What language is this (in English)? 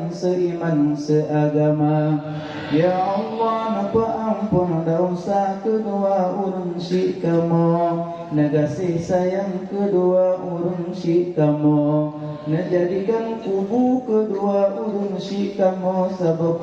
Achinese